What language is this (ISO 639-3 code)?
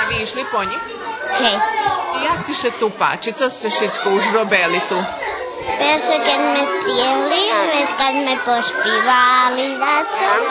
rue